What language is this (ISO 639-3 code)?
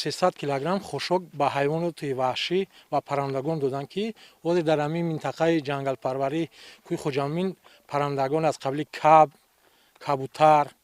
tgk